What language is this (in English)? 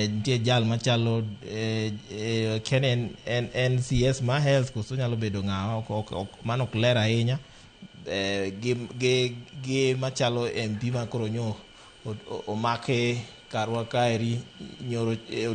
Luo (Kenya and Tanzania)